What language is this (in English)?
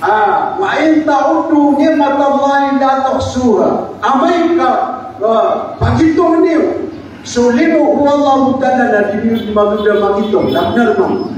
Maranao